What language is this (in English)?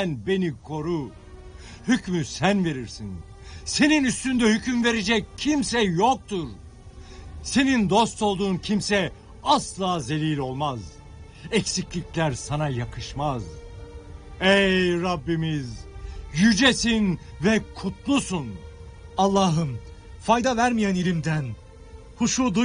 Turkish